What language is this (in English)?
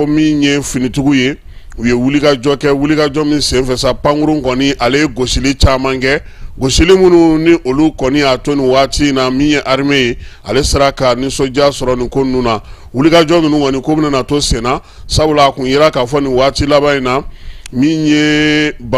Bambara